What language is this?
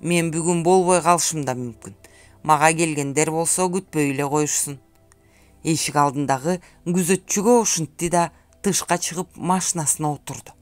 Kyrgyz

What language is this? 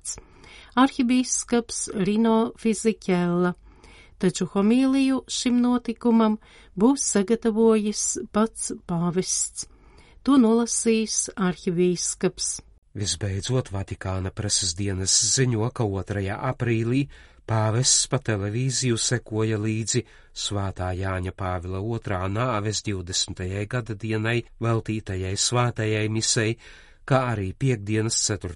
Latvian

